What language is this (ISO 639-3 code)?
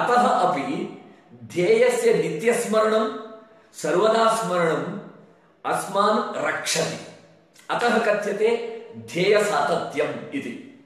san